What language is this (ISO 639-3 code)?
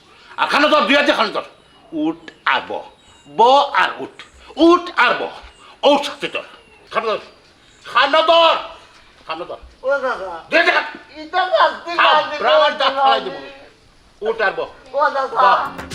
syl